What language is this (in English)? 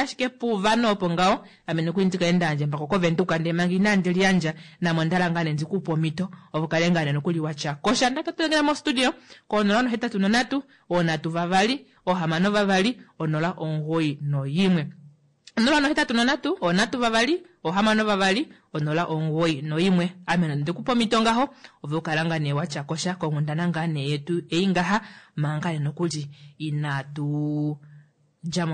Kuanyama